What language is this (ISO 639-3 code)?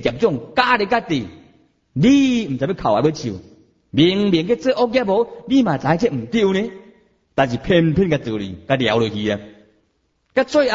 nan